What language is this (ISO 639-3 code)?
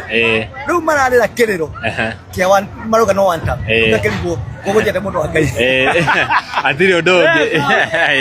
kik